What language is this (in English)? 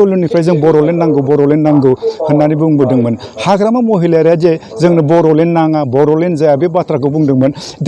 Bodo